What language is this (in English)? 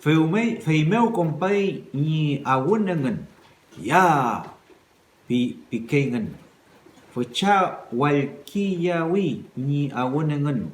Mapuche